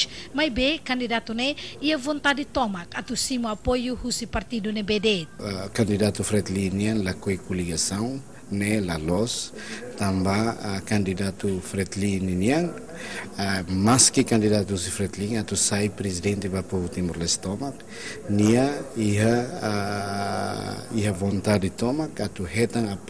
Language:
Tetum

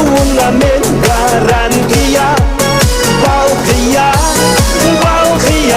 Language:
Kara-Kalpak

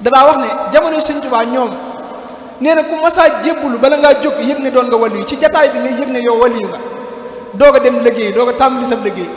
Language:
Wolof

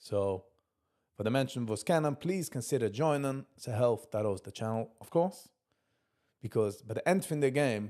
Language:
Yiddish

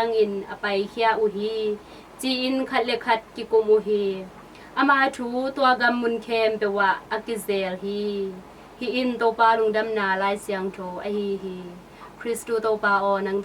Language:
Tedim Chin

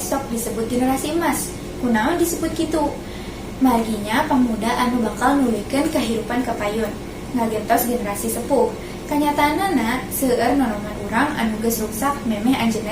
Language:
Sundanese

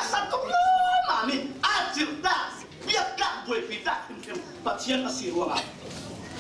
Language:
Falam Chin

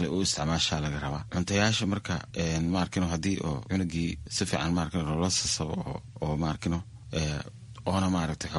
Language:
Somali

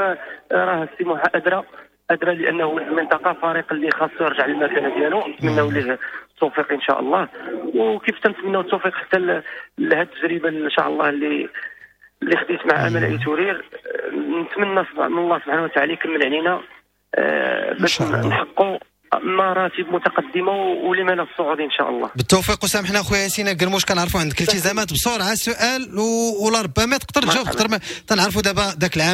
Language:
Moroccan Arabic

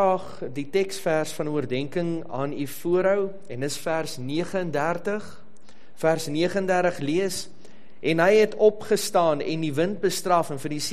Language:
Afrikaans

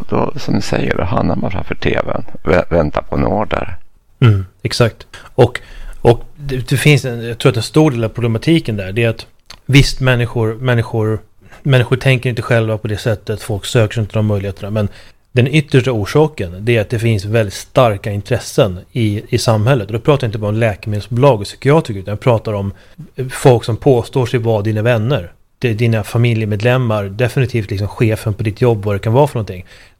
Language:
Swedish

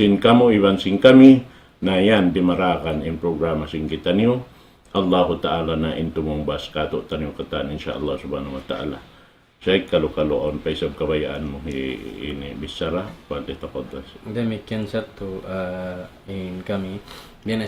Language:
Tausug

